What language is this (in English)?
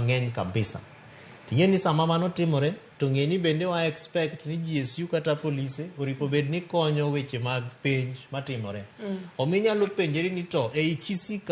Luo (Kenya and Tanzania)